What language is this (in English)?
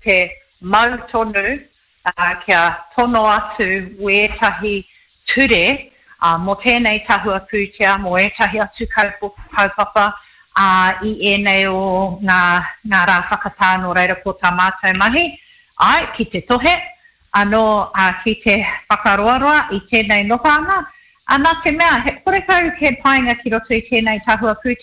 Māori